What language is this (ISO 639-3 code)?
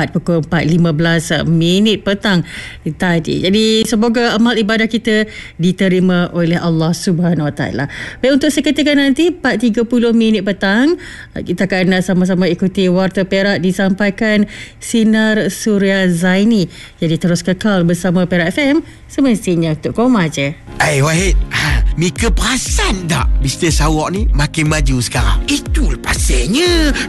msa